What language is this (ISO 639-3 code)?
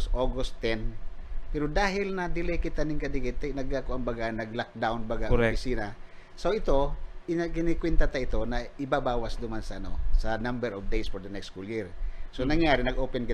bik